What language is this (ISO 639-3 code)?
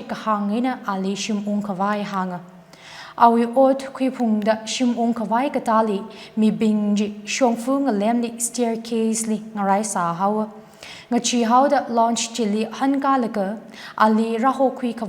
nmf